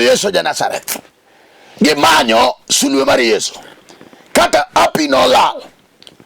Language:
Luo (Kenya and Tanzania)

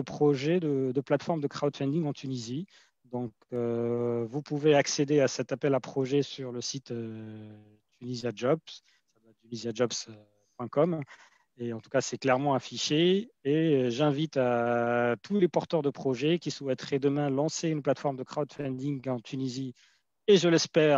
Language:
French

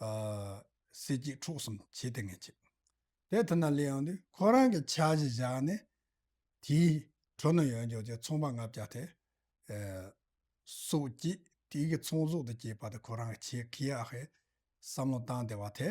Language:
Tibetan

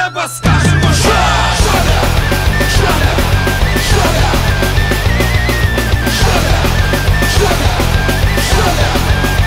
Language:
Ukrainian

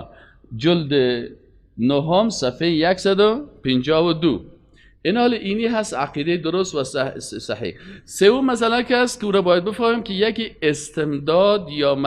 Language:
Persian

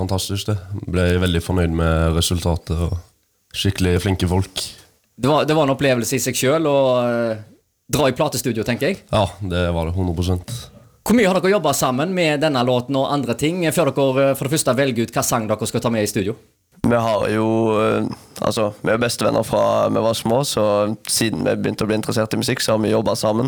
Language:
Norwegian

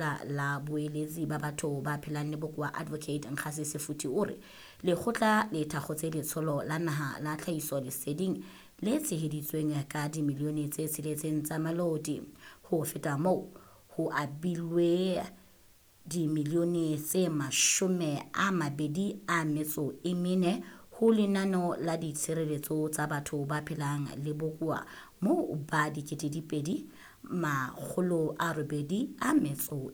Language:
Southern Sotho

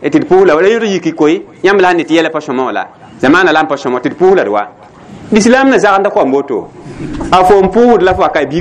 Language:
Mossi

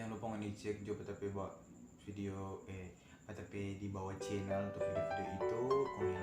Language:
Manado Malay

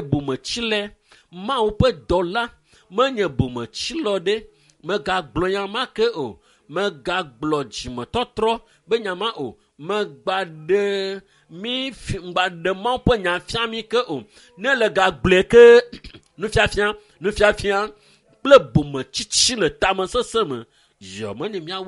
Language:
Ewe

